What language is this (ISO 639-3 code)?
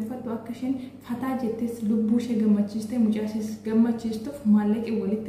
orm